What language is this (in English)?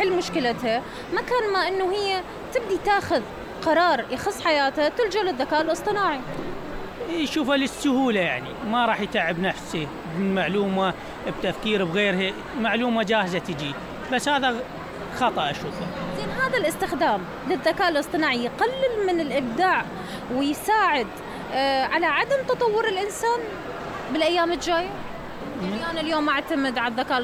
Mesopotamian Arabic